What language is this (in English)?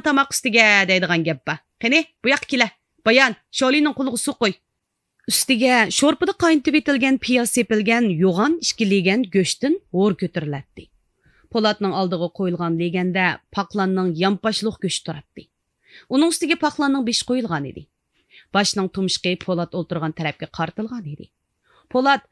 Uyghur